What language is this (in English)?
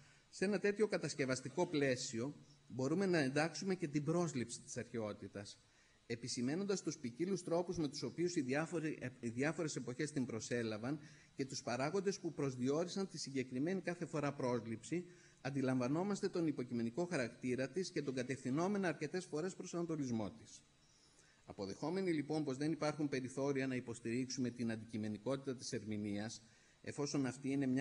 Greek